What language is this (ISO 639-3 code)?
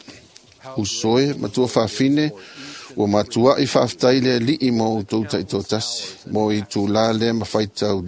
smo